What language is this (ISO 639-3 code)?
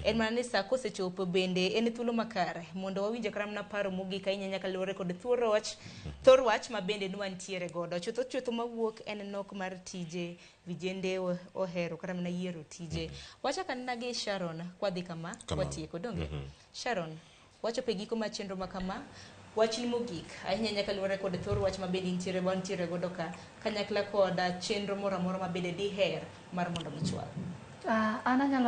luo